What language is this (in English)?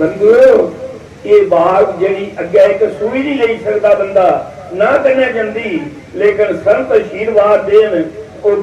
Dogri